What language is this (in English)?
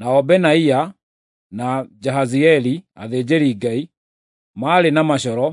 Kikuyu